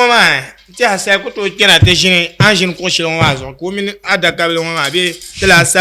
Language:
Dagbani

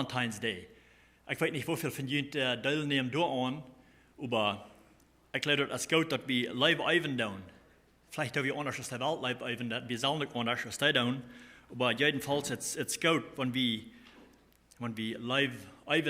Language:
Plautdietsch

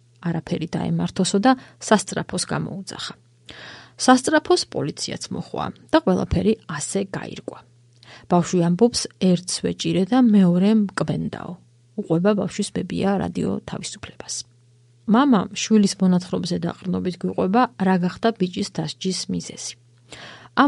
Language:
Georgian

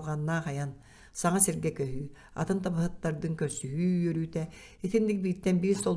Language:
Yakut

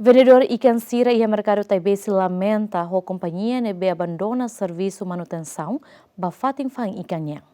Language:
Tetum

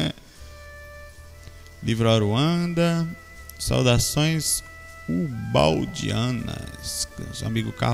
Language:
Portuguese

